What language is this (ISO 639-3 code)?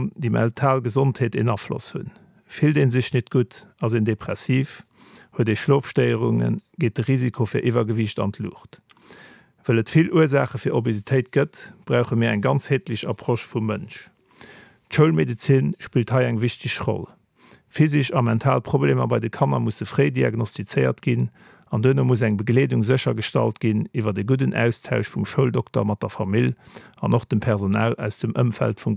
ltz